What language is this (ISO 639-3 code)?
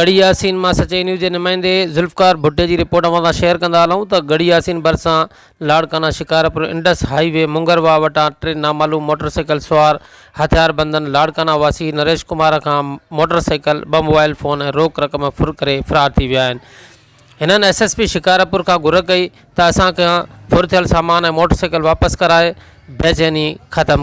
snd